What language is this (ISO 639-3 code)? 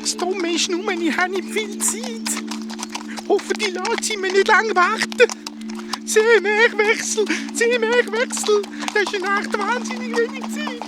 gsw